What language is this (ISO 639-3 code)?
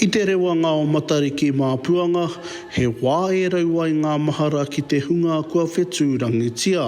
mri